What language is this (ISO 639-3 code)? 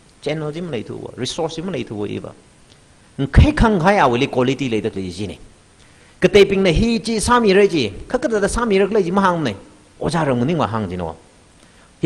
nmf